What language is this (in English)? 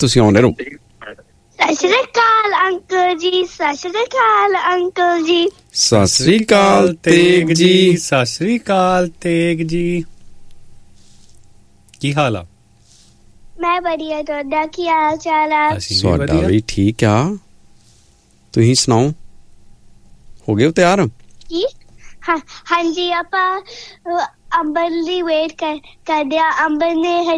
Punjabi